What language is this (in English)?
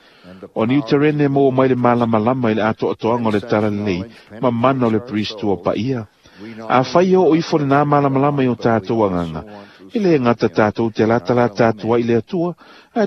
Samoan